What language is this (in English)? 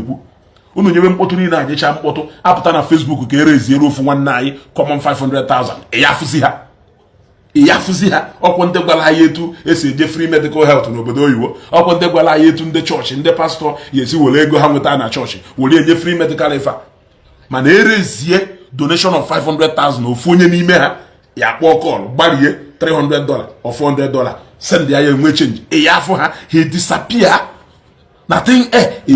Igbo